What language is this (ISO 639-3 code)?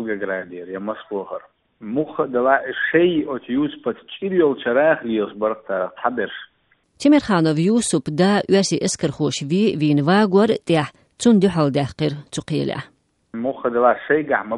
che